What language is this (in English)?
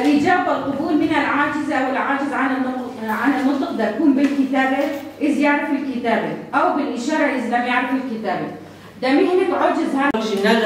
Kurdish